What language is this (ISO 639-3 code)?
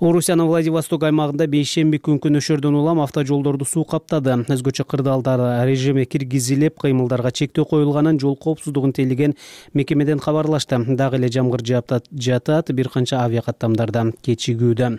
kir